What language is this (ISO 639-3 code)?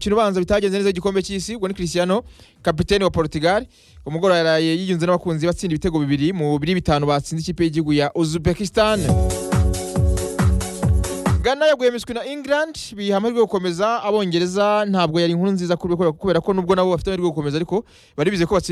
kin